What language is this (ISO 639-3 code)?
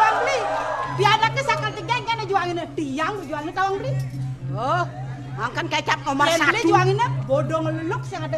ban